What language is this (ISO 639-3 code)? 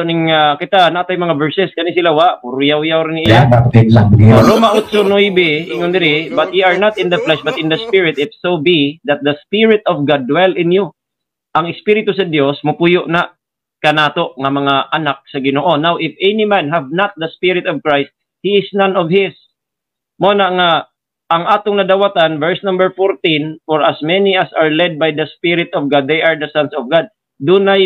ceb